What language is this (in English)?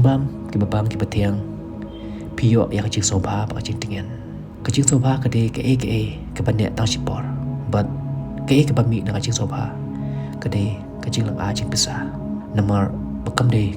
Khasi